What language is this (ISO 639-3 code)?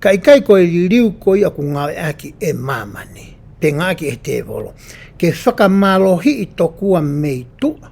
ton